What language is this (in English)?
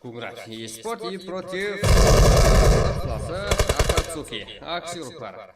Kara-Kalpak